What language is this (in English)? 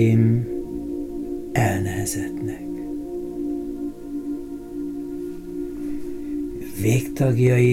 Hungarian